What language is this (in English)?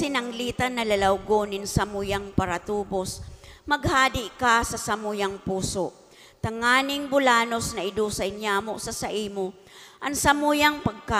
Bikol